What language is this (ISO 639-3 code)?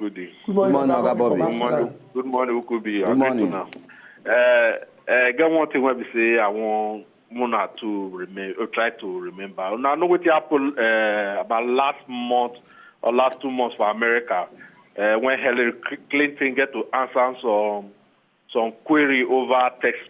pcm